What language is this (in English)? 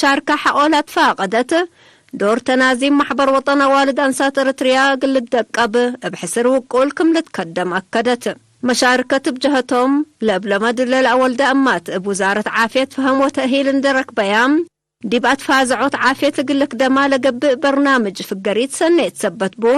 Tigre